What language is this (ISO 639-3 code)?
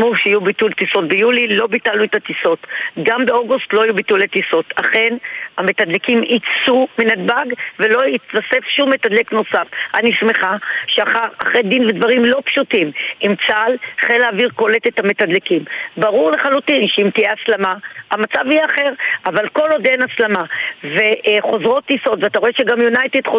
heb